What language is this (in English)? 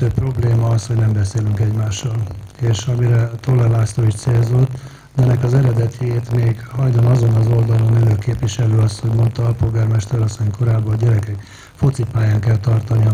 Hungarian